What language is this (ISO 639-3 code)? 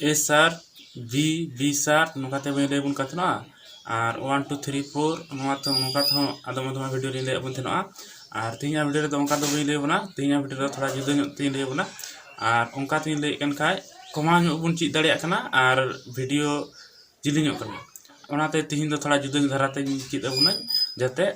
sat